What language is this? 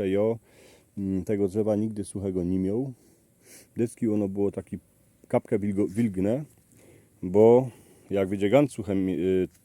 Silesian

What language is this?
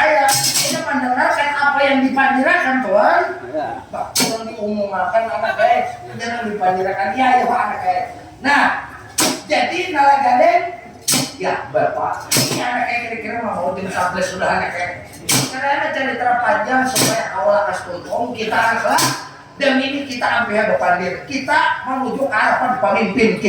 Banjar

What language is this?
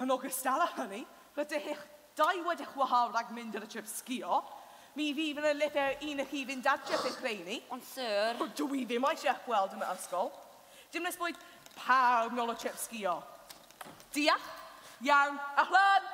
Welsh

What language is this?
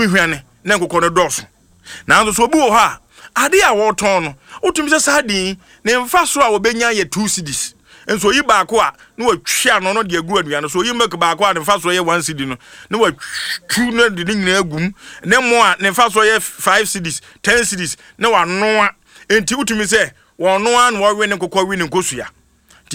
Akan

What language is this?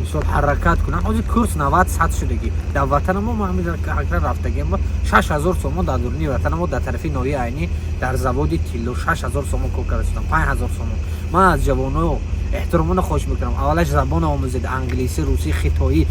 Tajik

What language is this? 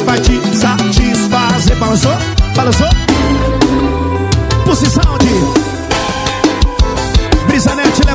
Portuguese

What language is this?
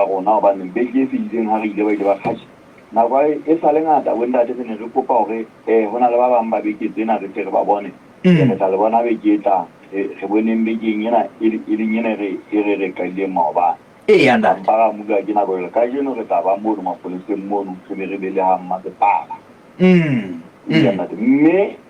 Southern Sotho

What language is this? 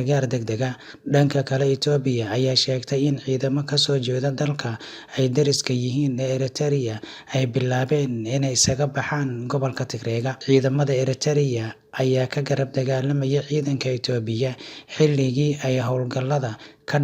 Somali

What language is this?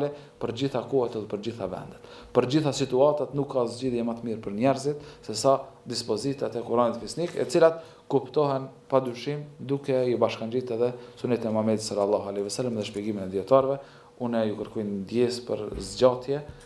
Albanian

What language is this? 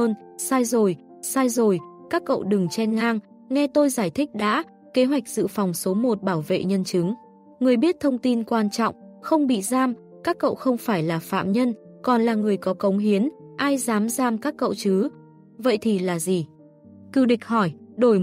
Vietnamese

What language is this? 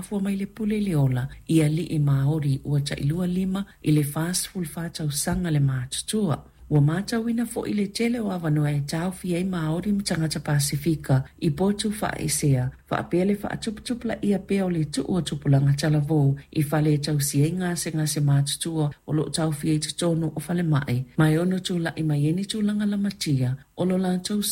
Samoan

